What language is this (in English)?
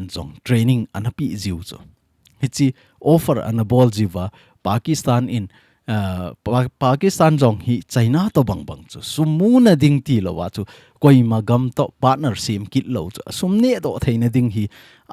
Thado Chin